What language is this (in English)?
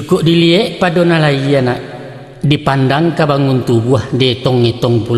Minangkabau